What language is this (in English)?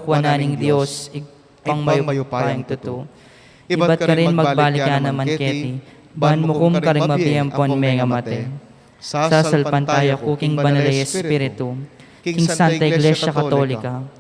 Pampanga